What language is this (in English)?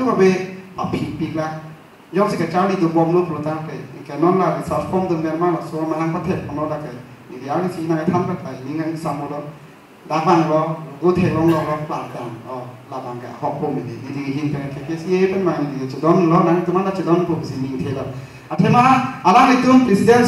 Karbi